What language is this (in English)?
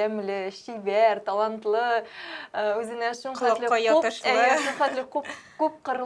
Tatar